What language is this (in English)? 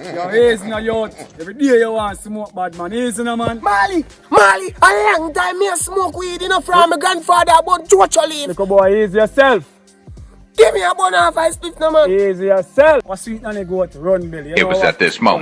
Jamaican Creole English